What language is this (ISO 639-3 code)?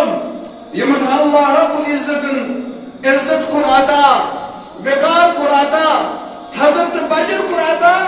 kas